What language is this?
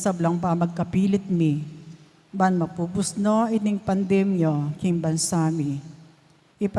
Pampanga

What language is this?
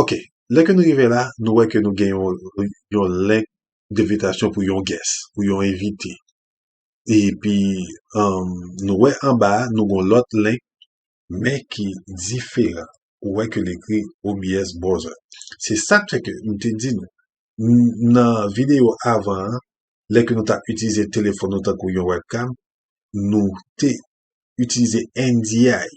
Haitian Creole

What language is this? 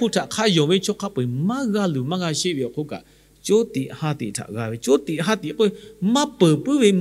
Lahu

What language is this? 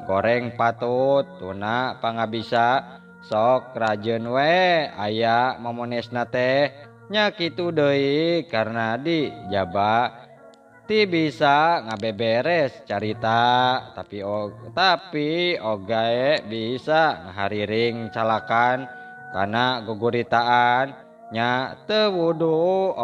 Sundanese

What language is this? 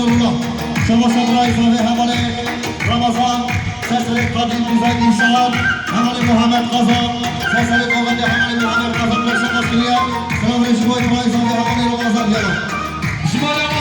Kurdish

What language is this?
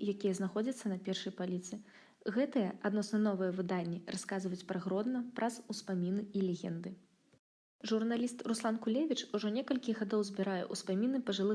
Belarusian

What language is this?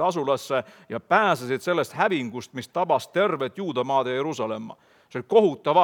Estonian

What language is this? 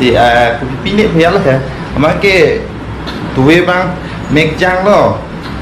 Karbi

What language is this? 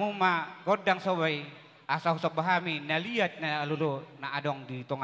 Batak Toba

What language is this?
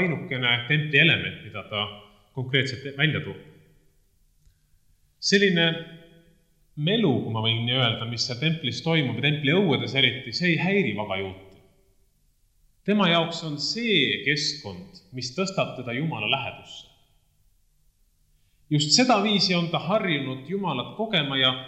Estonian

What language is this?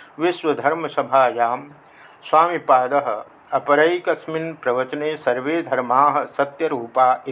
Sanskrit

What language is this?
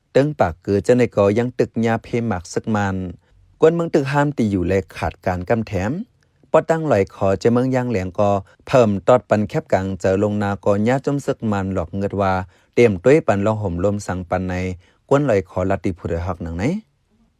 Shan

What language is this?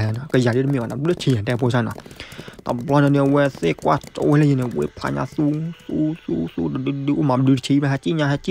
S'gaw Karen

